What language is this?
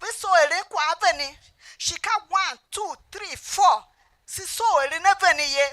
Tiv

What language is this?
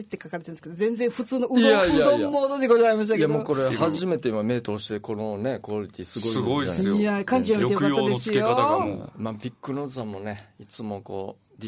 Japanese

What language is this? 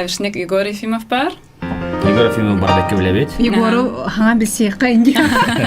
Yakut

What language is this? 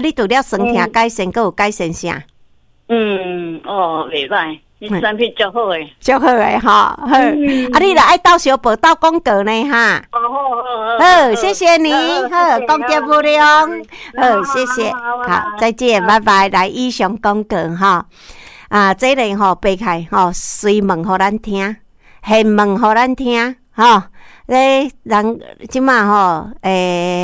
Min Nan Chinese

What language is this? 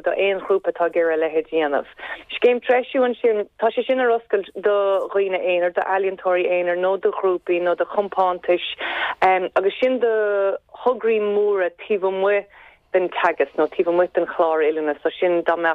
Irish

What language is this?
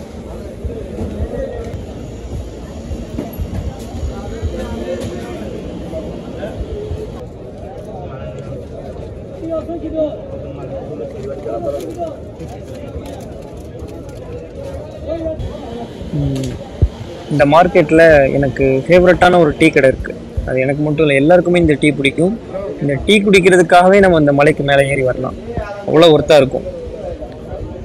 Tamil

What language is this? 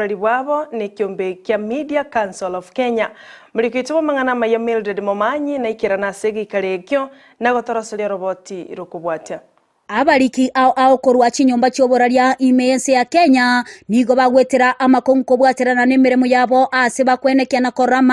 Gusii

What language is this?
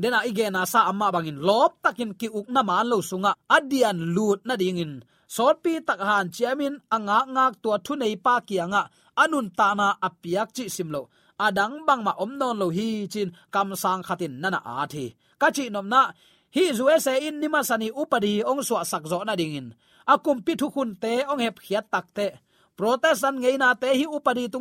Tedim Chin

